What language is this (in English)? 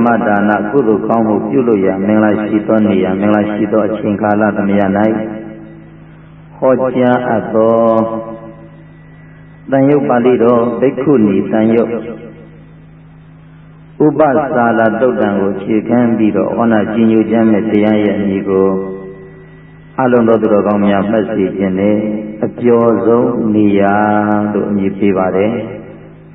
Burmese